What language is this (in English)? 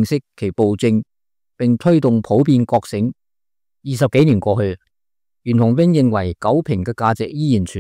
Cantonese